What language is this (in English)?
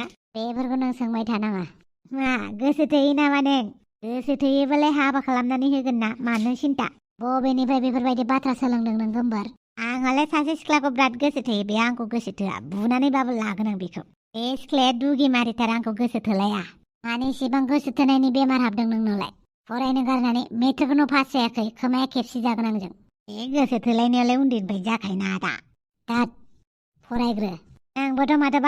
Bodo